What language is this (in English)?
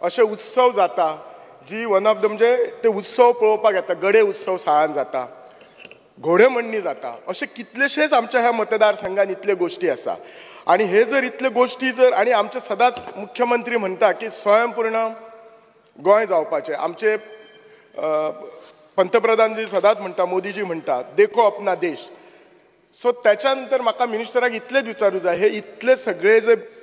Konkani